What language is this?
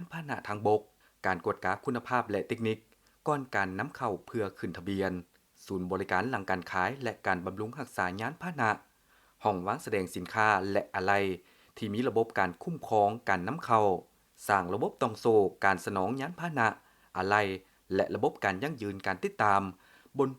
Lao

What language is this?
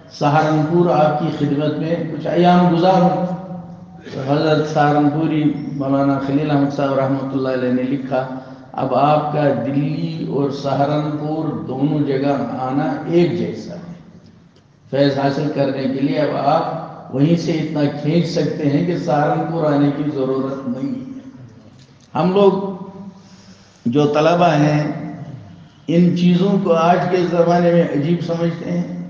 Urdu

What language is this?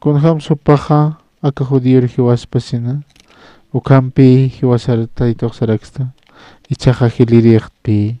Aymara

